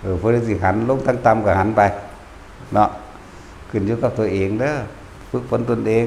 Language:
Northeastern Thai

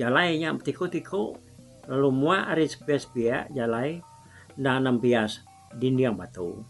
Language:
Iban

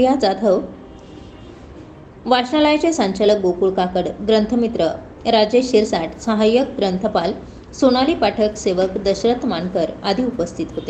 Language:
Marathi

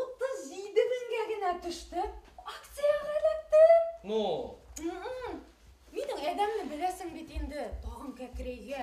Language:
Bashkir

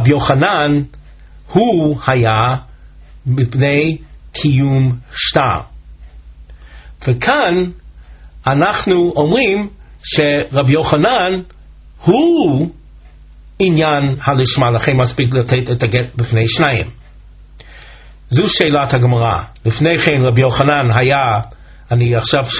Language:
Hebrew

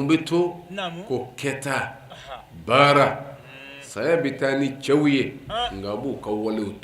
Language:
Bambara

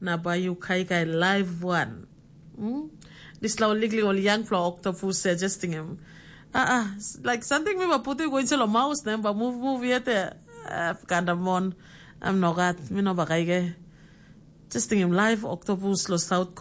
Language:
Tok Pisin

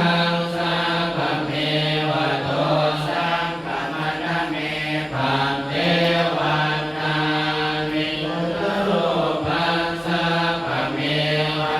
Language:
Pali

